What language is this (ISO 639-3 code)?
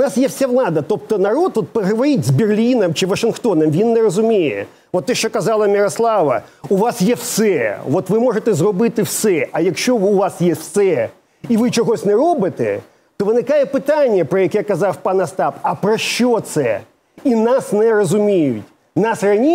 ukr